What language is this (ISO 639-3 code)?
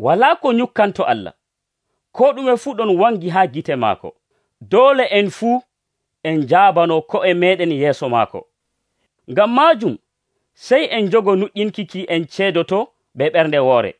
fuv